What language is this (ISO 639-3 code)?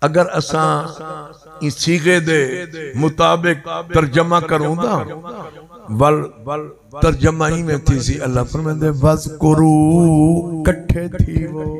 skr